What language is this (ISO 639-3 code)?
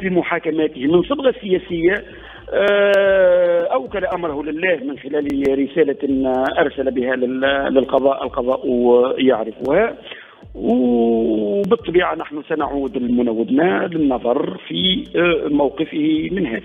aeb